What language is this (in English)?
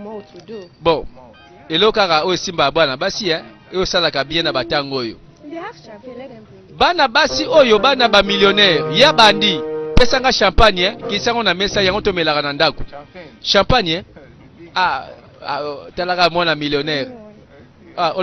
Lingala